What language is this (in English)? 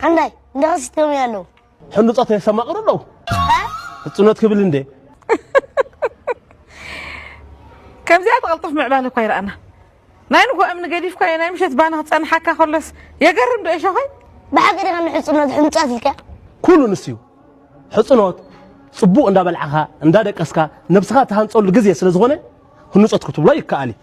Tigrinya